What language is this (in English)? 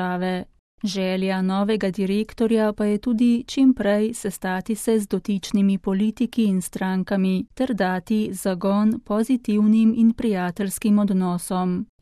Slovenian